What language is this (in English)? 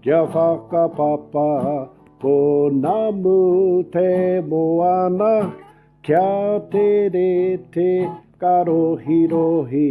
Māori